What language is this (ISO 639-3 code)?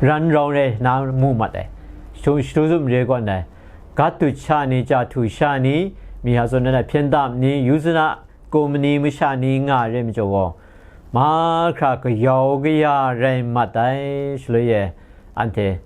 kac